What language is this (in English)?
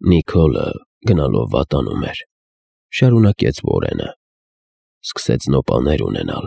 Armenian